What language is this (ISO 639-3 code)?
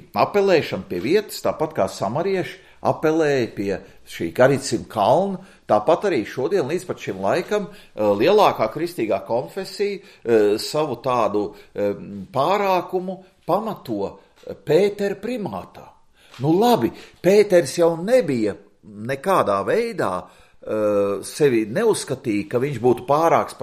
lav